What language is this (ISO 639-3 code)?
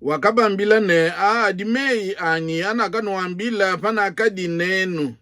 lua